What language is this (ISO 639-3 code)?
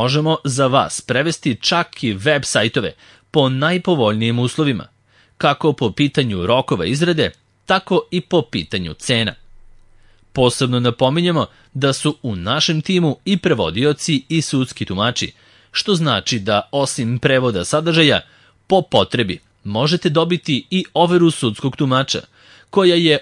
srp